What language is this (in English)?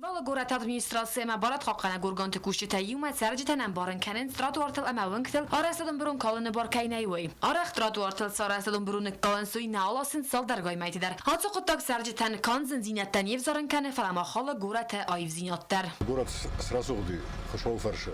Ossetic